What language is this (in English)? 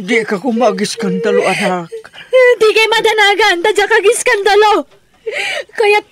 Iloko